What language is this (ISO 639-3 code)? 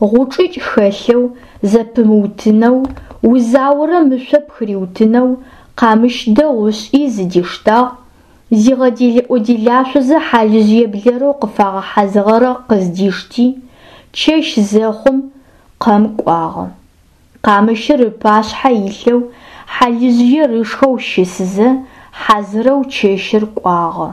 ady